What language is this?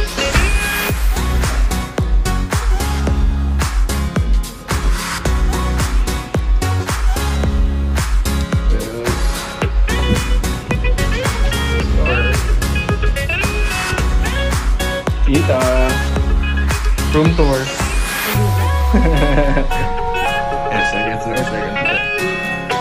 Filipino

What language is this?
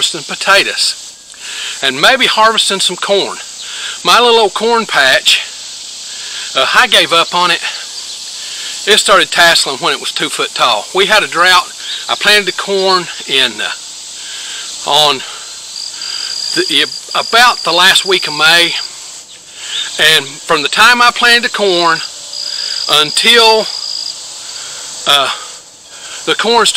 English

